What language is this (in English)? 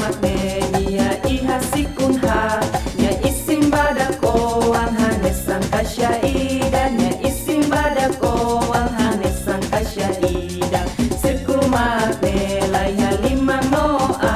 Tetum